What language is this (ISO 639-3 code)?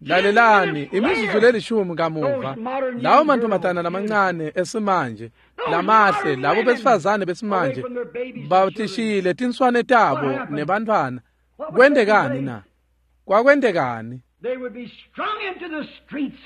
ssw